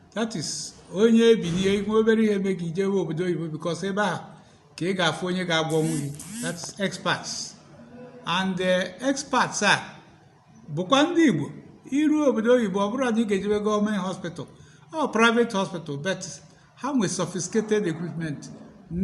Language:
Igbo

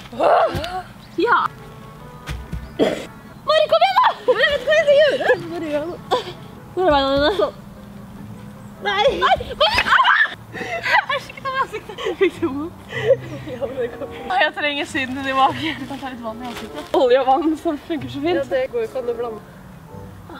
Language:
Norwegian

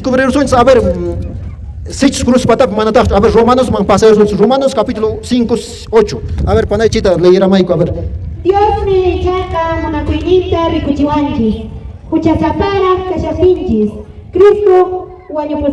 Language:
Quechua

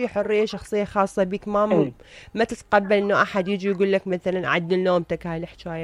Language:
Mesopotamian Arabic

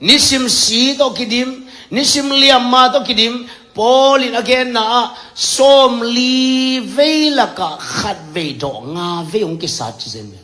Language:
Tedim Chin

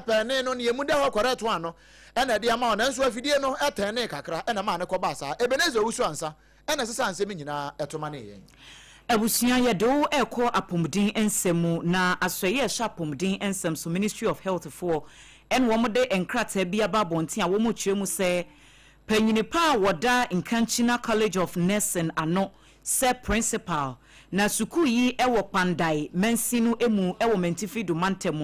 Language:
Akan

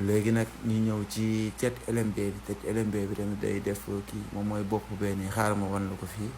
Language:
Wolof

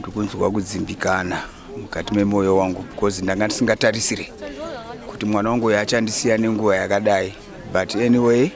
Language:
Shona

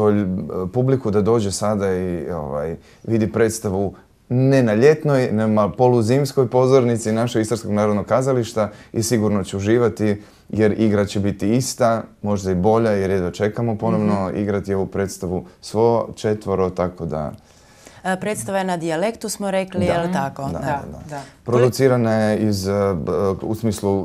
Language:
Croatian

